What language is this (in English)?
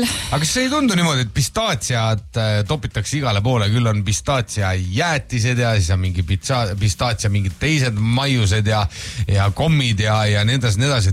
Estonian